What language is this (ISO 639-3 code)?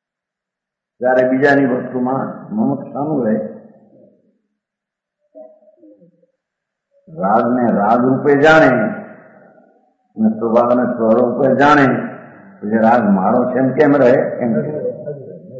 guj